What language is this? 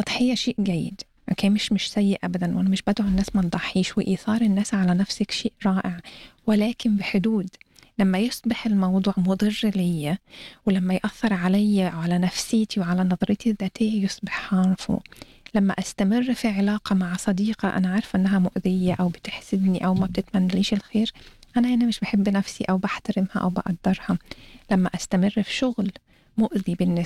Egyptian Arabic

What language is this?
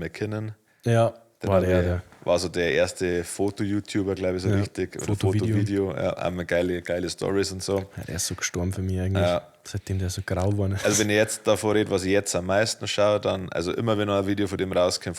Bavarian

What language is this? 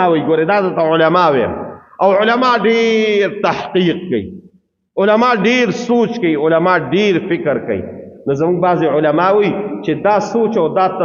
Pashto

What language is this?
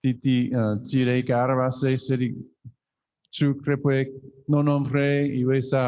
Chuukese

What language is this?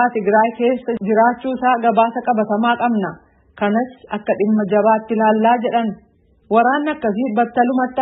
Oromo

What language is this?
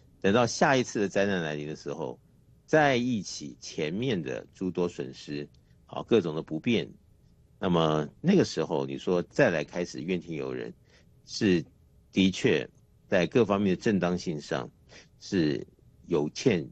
Chinese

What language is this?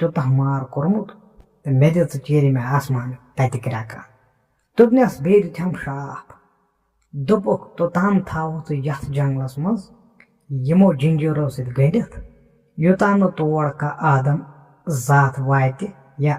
Kashmiri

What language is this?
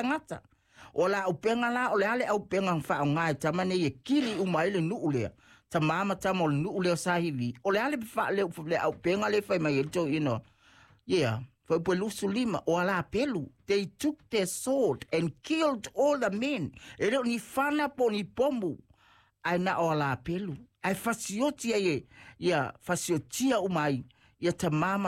Samoan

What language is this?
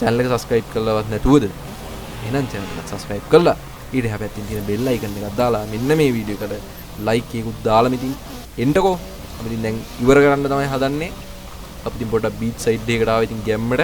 Sinhala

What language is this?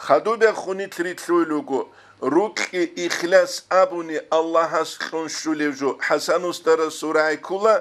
Avaric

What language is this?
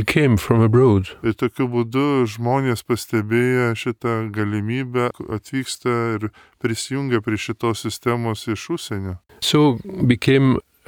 Lithuanian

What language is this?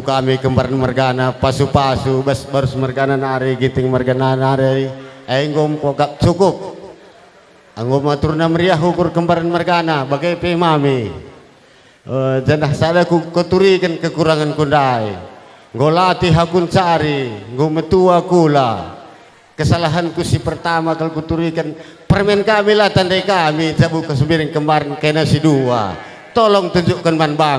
Batak Karo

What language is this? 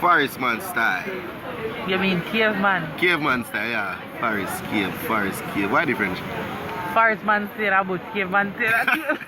Jamaican Creole English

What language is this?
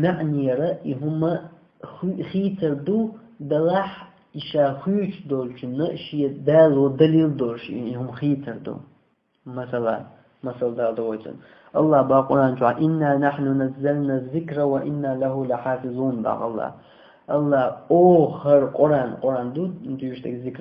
Chechen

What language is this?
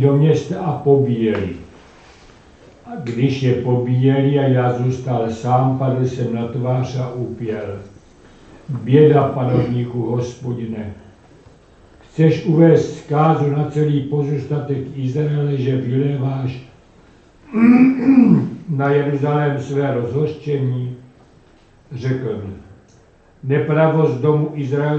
Czech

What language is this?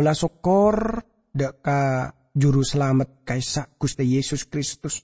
Madurese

